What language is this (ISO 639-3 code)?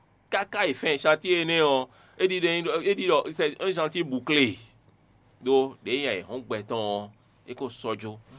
fon